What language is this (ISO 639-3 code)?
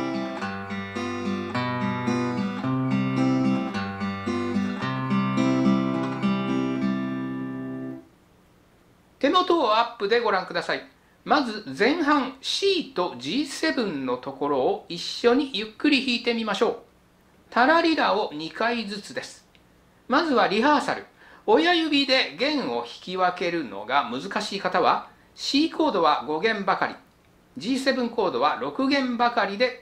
jpn